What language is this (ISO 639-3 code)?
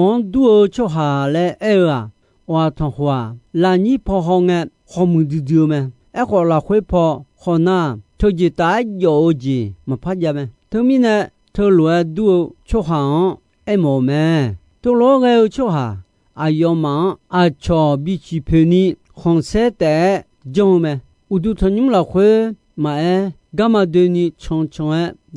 ahk